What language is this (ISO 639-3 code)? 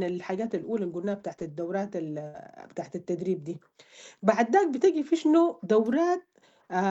apd